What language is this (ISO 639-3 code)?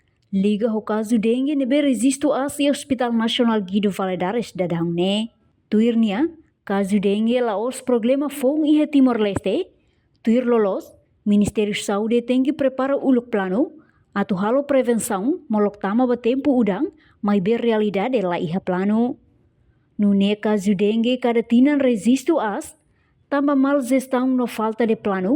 tet